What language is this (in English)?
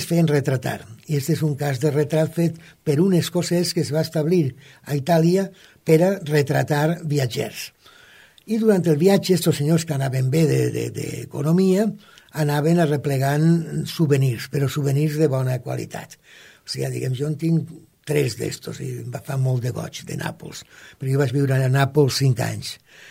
Catalan